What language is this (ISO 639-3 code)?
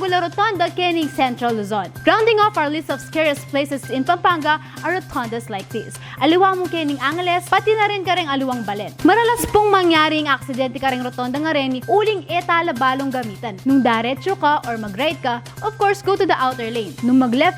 pam